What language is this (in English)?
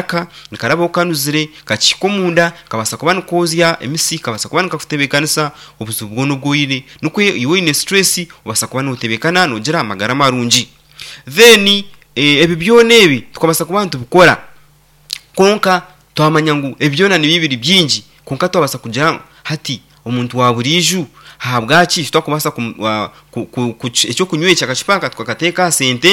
Nyankole